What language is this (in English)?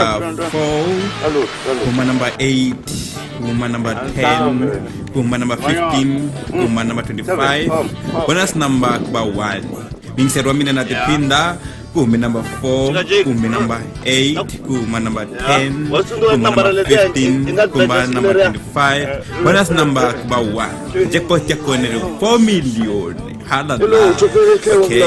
Tsonga